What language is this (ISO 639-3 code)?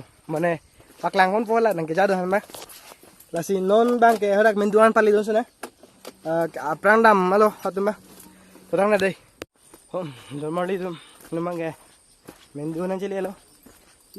mjw